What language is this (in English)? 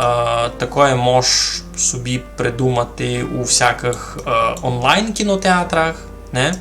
Rusyn